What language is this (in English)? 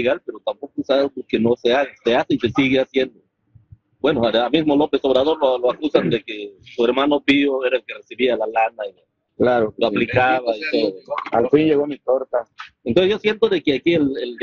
Spanish